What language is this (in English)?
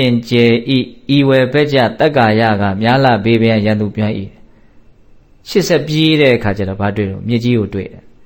Burmese